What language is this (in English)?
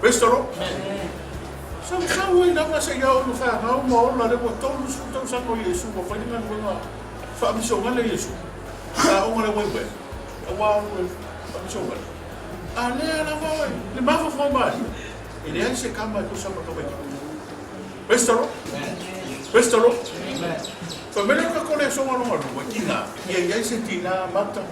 Samoan